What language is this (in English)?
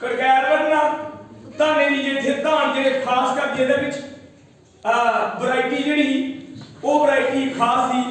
Dogri